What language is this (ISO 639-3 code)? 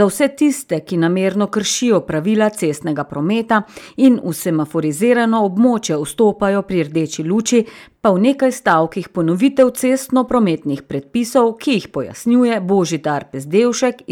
slv